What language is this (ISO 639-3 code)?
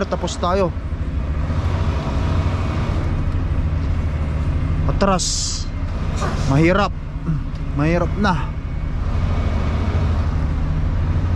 fil